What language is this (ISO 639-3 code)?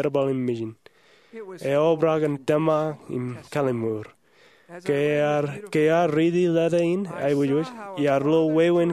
mah